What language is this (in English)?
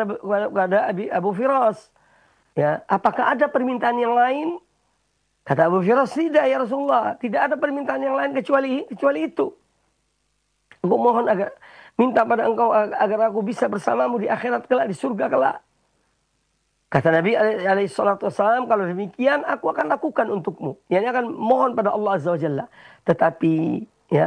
Indonesian